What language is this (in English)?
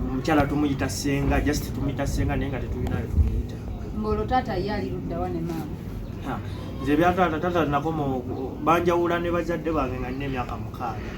Ganda